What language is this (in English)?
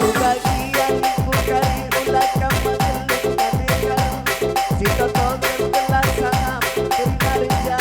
Batak Karo